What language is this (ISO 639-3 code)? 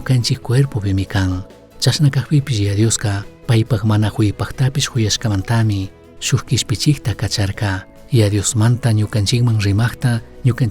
qug